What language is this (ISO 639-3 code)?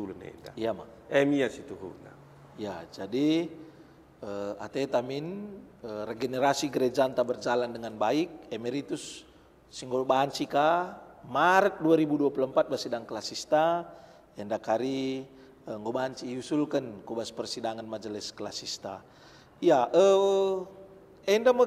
btx